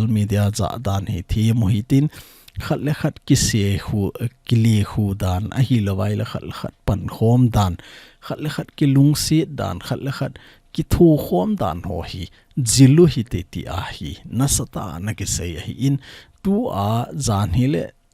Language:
Thado Chin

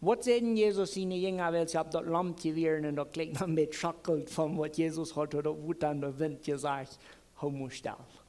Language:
Plautdietsch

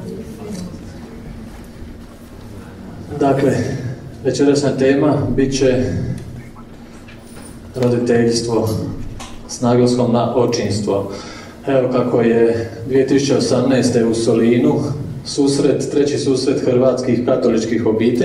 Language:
Croatian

